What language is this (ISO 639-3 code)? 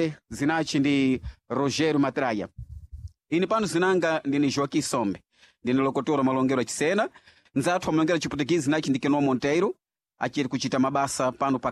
seh